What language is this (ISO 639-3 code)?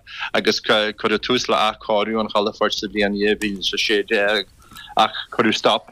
gle